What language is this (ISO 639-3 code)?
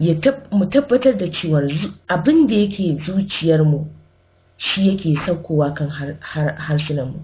hau